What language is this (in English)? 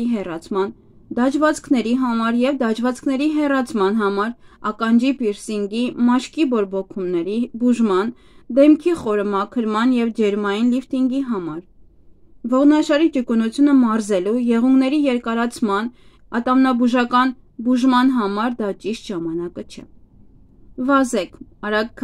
Armenian